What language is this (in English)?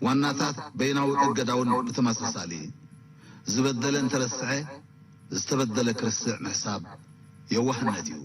Tigrinya